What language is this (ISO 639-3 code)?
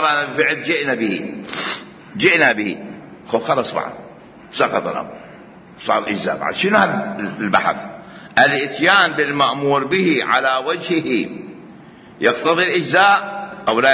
acm